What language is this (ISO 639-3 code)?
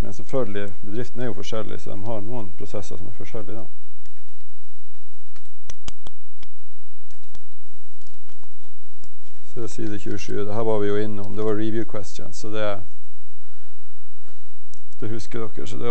nor